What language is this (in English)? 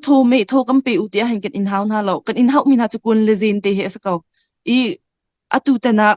Hakha Chin